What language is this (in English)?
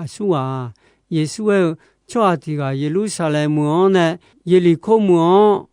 Akha